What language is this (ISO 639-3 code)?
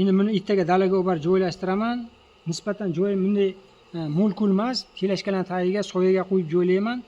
uzb